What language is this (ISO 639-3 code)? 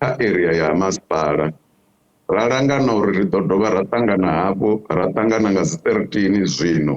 ven